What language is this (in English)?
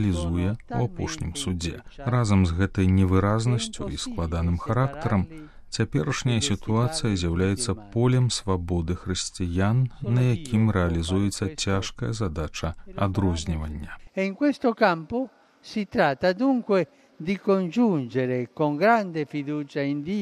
Belarusian